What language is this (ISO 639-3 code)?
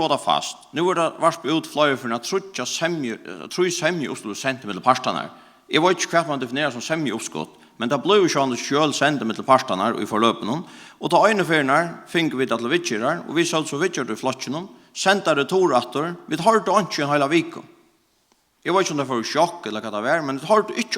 fao